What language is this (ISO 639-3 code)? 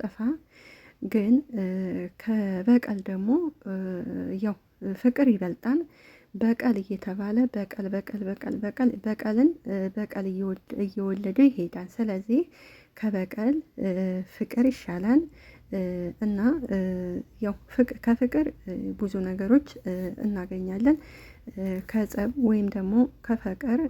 amh